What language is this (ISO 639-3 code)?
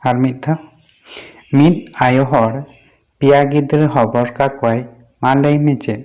sat